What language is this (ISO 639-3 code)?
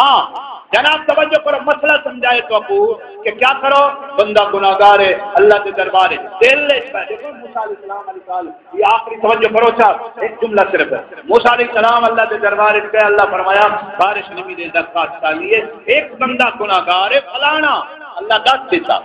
skr